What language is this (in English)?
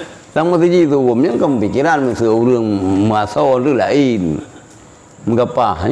Achinese